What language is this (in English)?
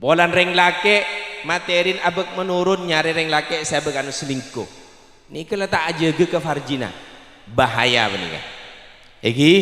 Madurese